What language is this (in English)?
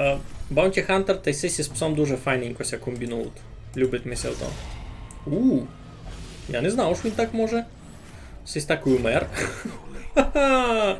Rusyn